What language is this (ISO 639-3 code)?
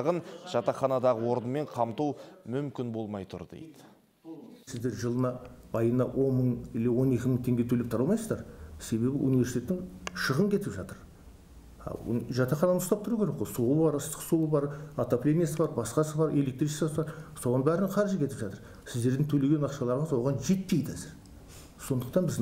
kaz